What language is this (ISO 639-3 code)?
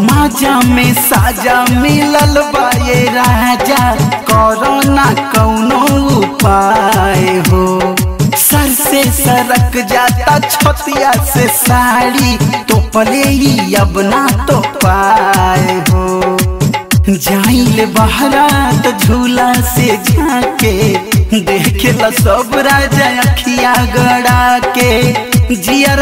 bho